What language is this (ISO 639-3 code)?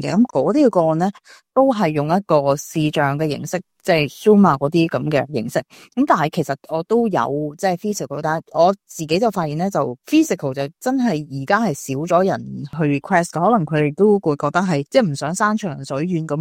yue